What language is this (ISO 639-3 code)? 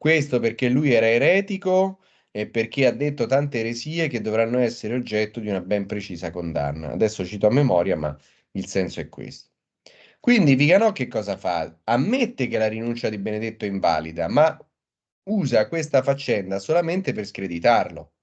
ita